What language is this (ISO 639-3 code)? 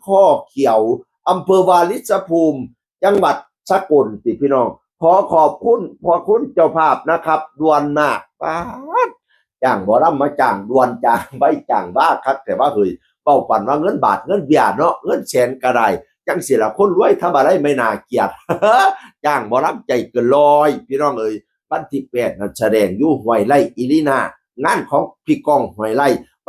tts